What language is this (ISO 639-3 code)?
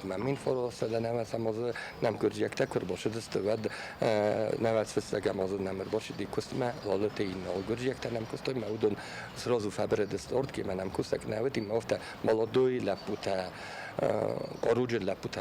oss